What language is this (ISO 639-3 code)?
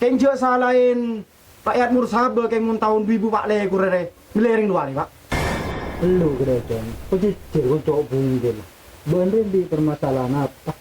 mad